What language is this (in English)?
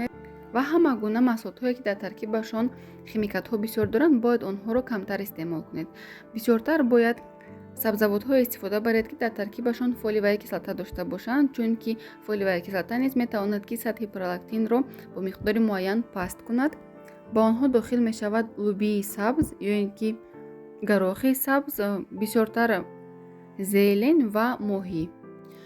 Tajik